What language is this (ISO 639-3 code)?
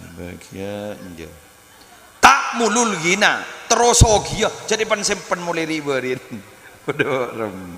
mad